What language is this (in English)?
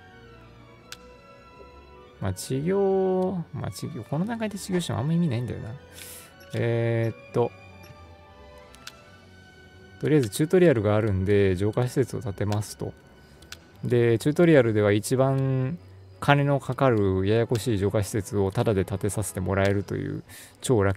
Japanese